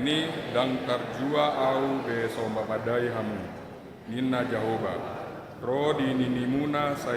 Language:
Batak Toba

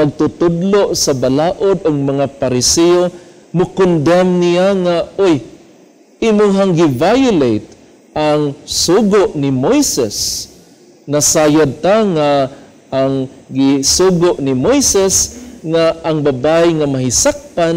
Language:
Cebuano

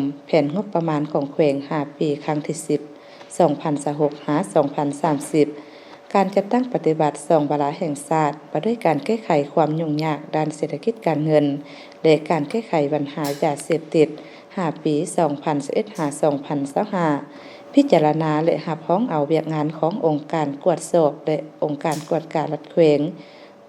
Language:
Lao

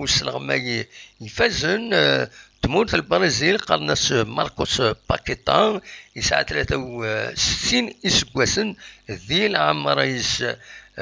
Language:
Kabyle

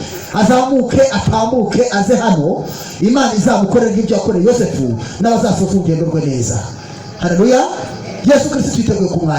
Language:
Kinyarwanda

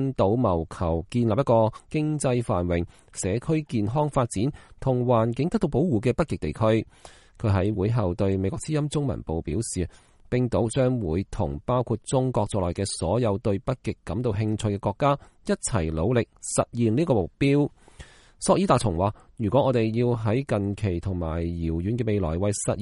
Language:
Cantonese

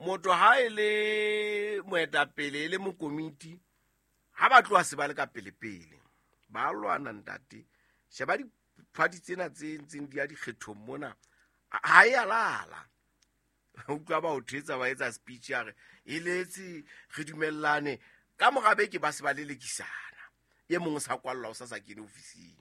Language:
Southern Sotho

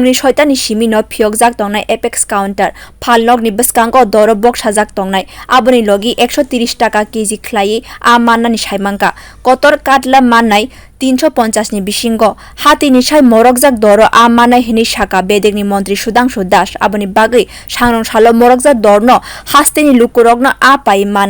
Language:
Kok Borok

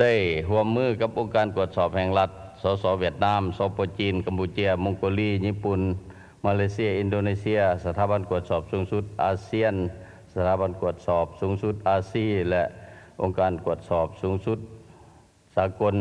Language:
Lao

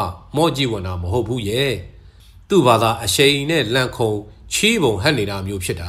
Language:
Burmese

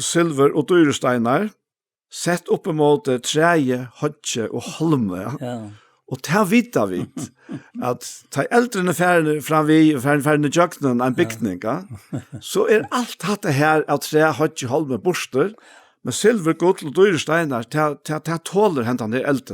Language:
Faroese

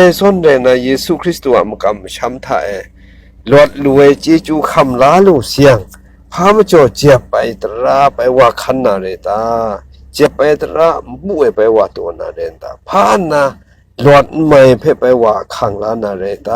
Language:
Kachin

